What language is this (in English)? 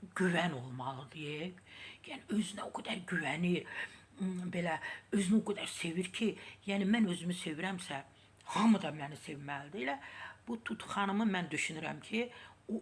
Azerbaijani